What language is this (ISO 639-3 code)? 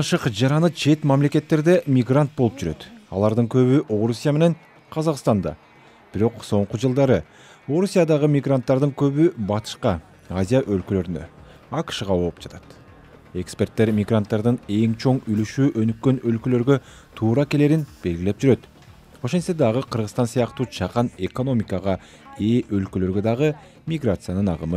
kir